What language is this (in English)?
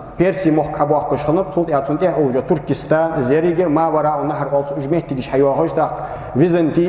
Ingush